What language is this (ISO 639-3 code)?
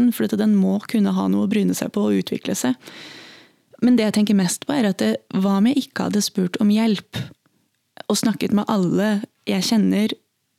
nor